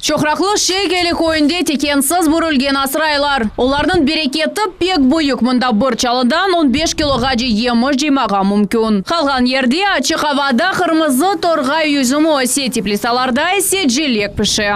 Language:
Crimean Tatar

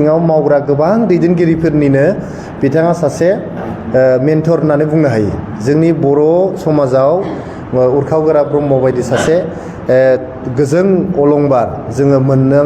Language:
Bodo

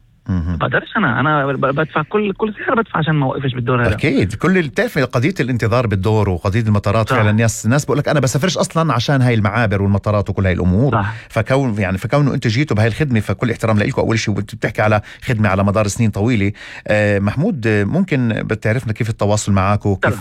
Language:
North Levantine Arabic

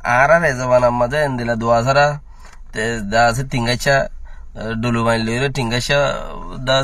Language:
Rohingya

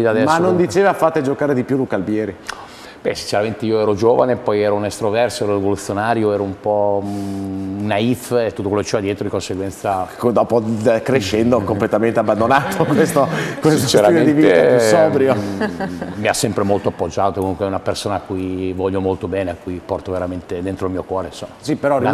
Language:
Italian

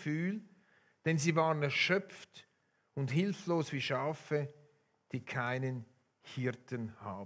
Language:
Swiss German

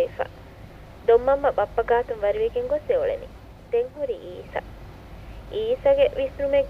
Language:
Divehi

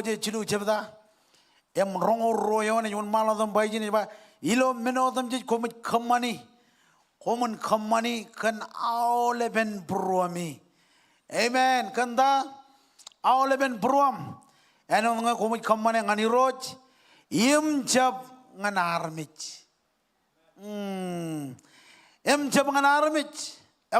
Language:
Marshallese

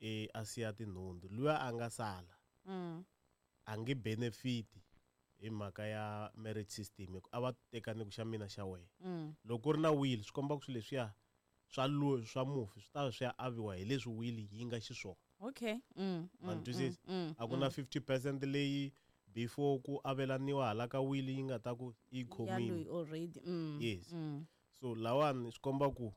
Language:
Tsonga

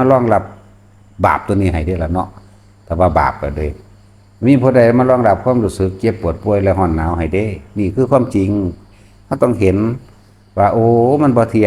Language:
Northeastern Thai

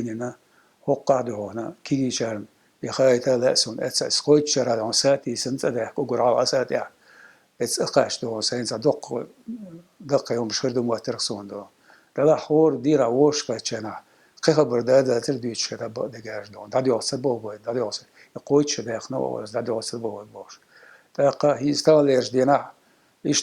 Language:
Chechen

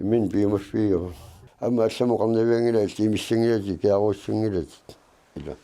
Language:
Kalaallisut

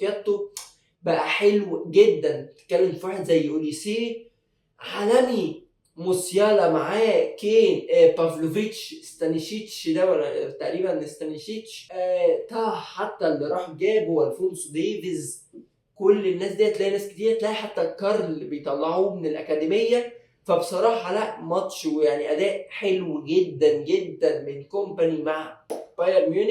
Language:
Egyptian Arabic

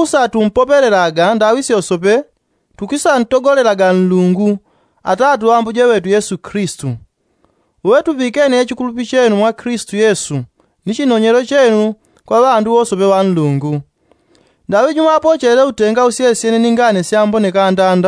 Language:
Yao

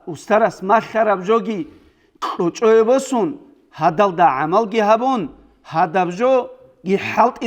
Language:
Avaric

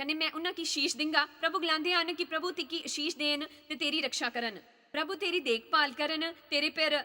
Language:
Dogri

